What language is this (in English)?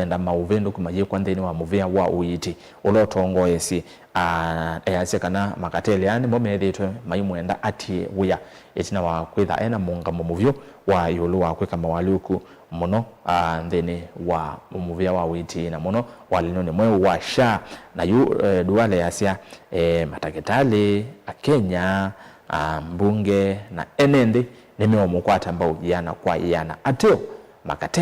Kamba